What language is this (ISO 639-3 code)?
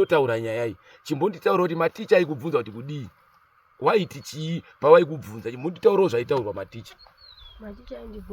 sna